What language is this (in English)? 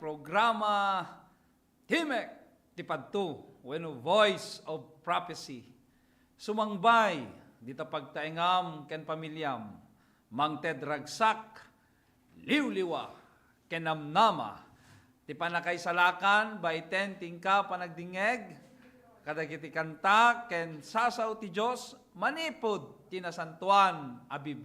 Iloko